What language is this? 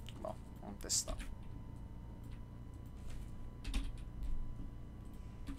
Portuguese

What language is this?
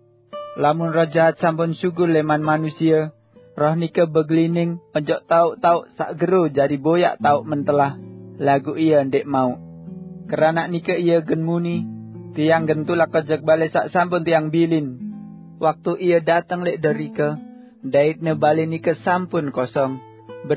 Sasak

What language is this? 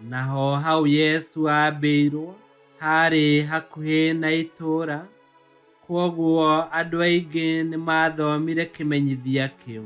Kikuyu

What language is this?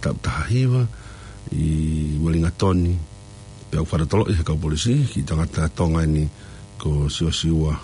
Tongan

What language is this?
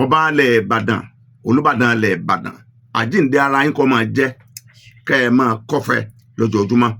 Yoruba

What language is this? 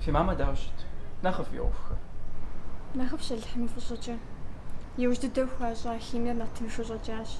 Kabardian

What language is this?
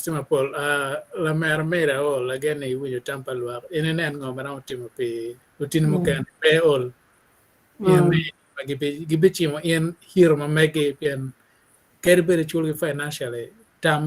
Acoli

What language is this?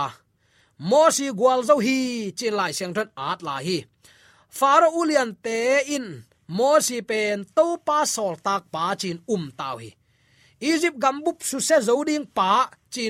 Tedim Chin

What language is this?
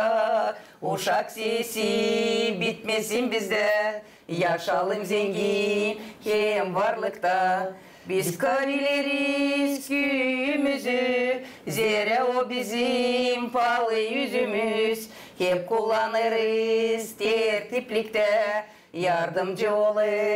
Gagauz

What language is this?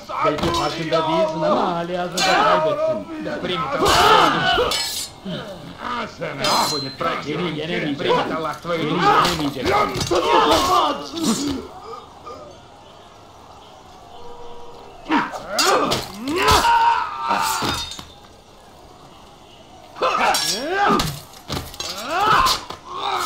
Russian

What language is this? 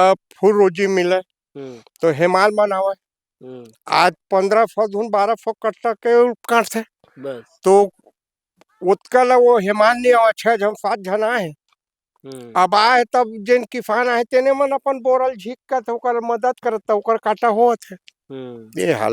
Chhattisgarhi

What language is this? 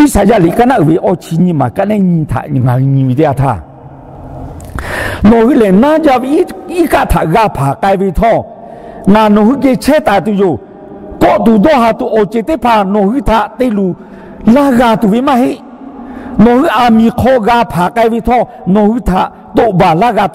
Lahu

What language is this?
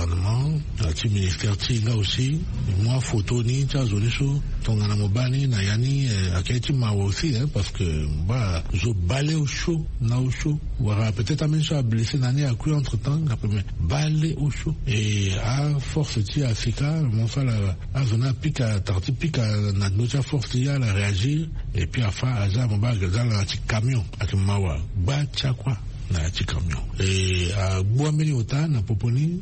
Sango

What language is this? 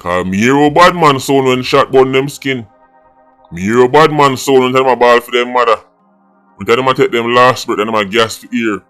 Jamaican Creole English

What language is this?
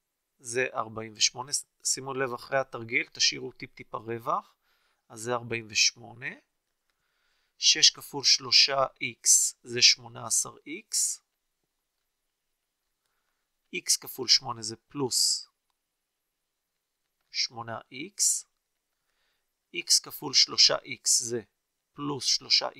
Hebrew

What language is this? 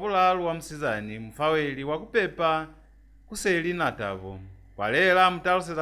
Lozi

